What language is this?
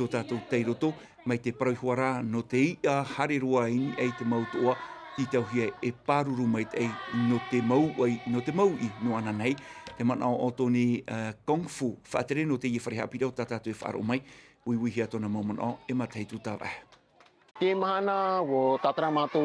Tahitian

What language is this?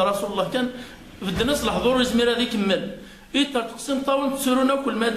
Kabyle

